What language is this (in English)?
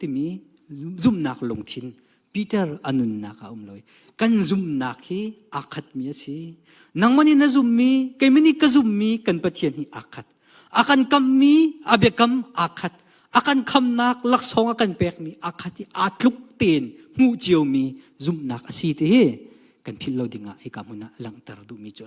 Hakha Chin